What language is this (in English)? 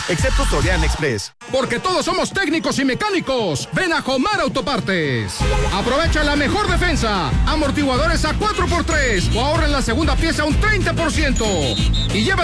Spanish